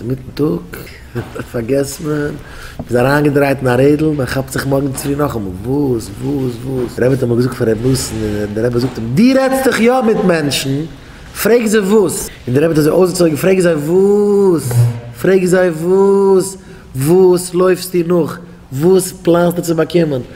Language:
Yiddish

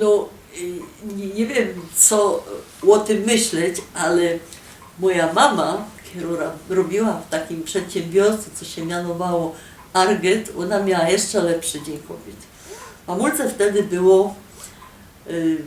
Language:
Silesian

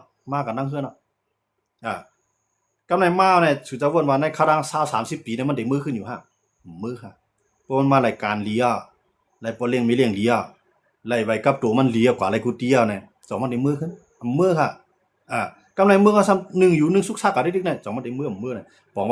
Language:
Shan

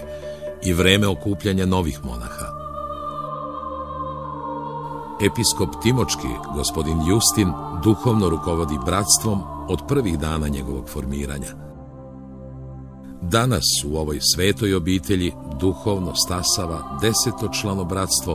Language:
Serbian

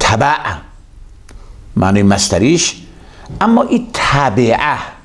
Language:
Persian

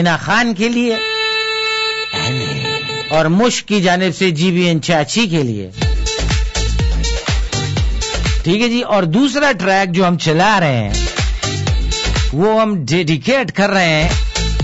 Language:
Urdu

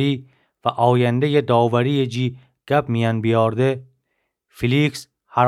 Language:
Gilaki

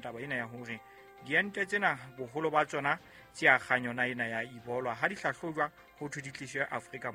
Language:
Southern Sotho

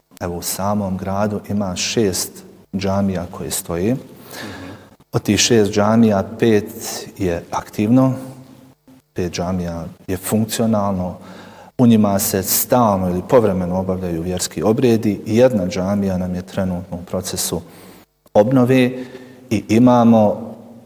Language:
Bosnian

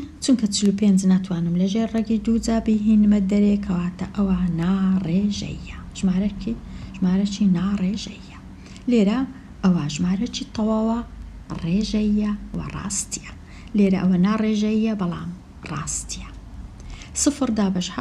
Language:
Central Kurdish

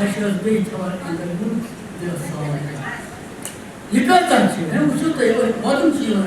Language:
Kashmiri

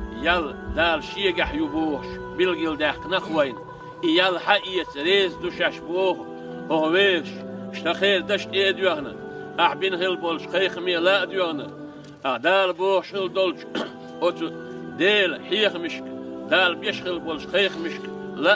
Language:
Chechen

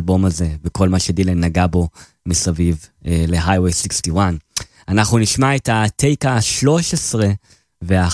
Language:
Hebrew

